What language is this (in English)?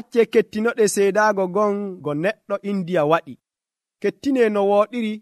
Nigerian Fulfulde